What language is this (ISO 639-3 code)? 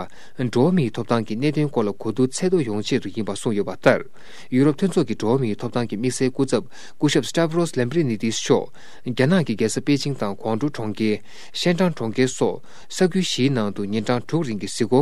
bod